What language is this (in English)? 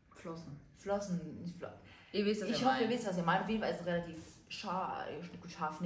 German